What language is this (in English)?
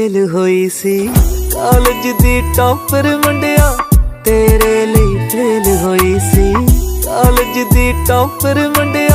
Punjabi